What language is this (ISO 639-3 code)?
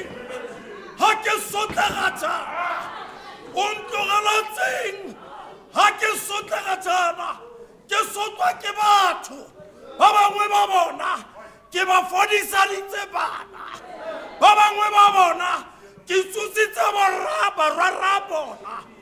tsn